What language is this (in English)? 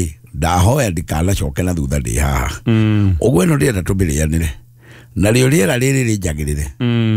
Kikuyu